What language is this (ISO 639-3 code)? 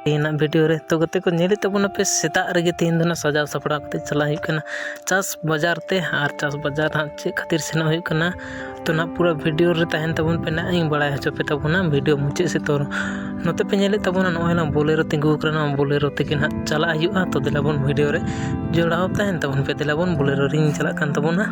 sat